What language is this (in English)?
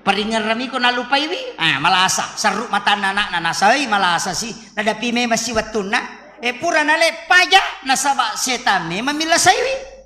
Buginese